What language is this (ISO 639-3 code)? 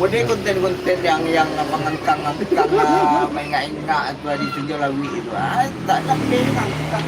min